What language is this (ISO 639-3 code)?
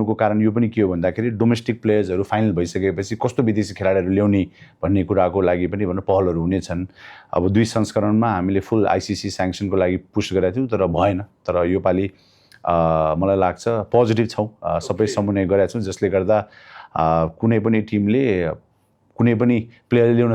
nep